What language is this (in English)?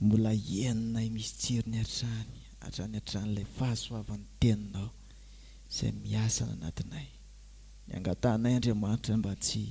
Malagasy